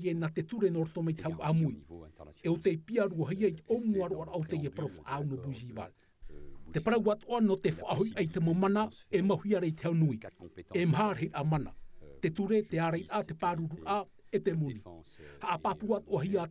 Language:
Tahitian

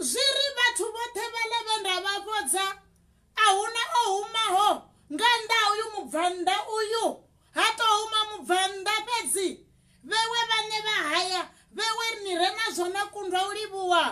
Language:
Venda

